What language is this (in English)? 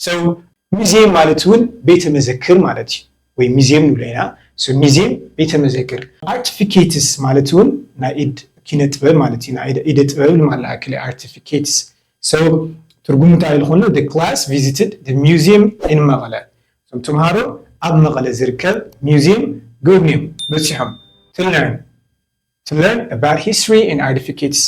Tigrinya